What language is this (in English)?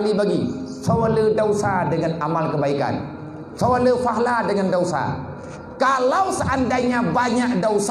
Achinese